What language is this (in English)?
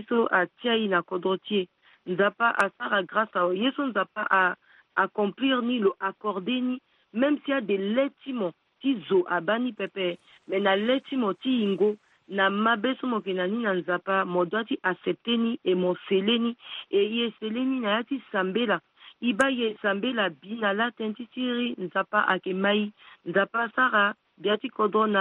Sango